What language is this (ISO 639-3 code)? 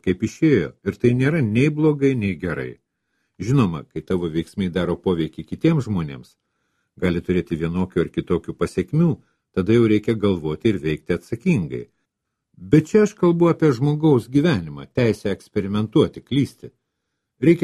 lit